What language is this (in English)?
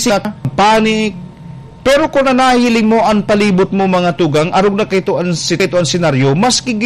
Bikol